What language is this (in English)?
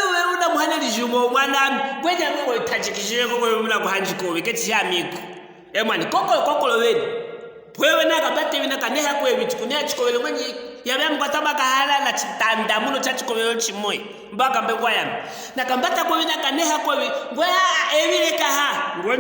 Luvale